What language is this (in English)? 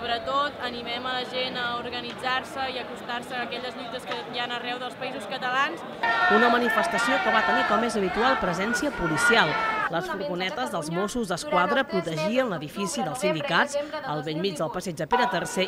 Catalan